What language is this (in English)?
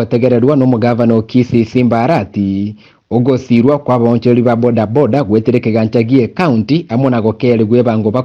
Gusii